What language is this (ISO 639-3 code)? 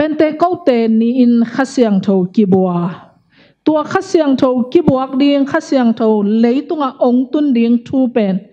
ctd